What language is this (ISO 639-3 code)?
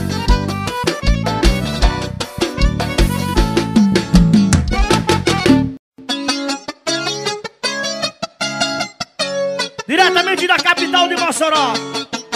por